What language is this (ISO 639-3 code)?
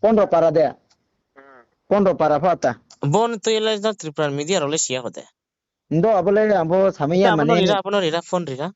ria